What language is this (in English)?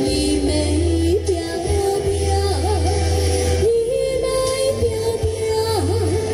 Chinese